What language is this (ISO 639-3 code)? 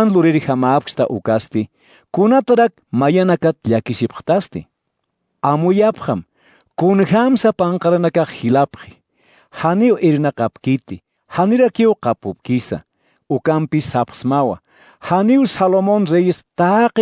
aym